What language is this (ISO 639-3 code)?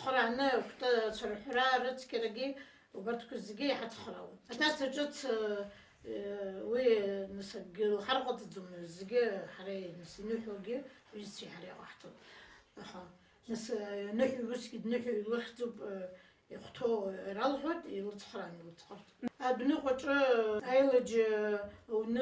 abk